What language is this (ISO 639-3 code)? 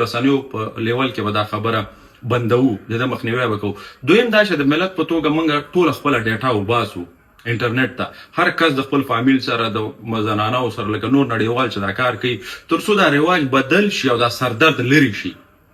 pus